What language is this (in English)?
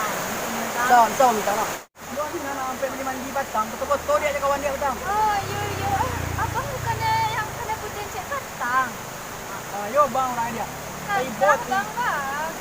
Minangkabau